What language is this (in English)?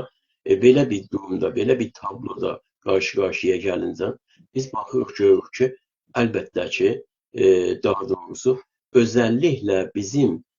South Azerbaijani